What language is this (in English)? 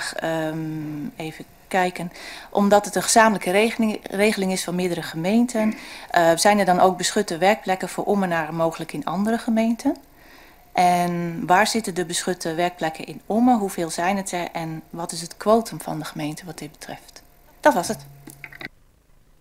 Dutch